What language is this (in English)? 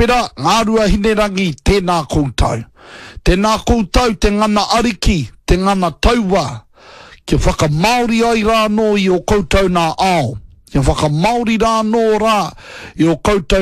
Māori